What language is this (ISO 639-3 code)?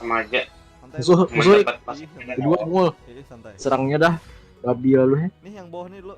bjn